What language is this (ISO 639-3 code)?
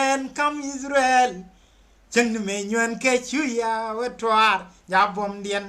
nus